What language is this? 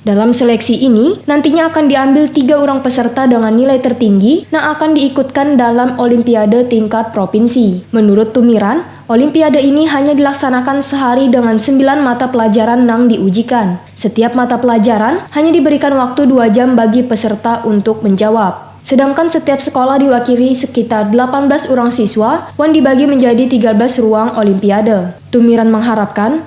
Banjar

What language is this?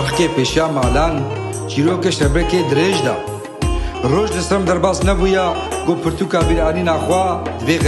Kurdish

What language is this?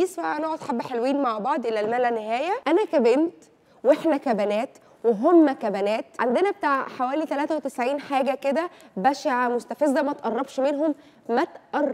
Egyptian Arabic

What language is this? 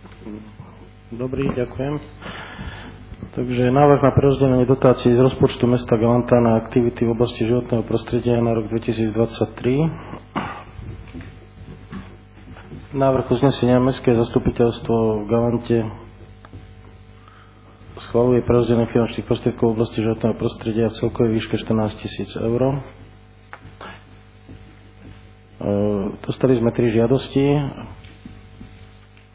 Slovak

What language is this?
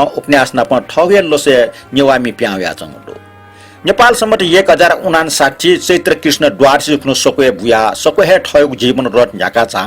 Newari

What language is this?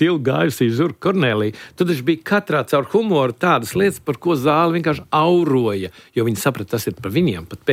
Latvian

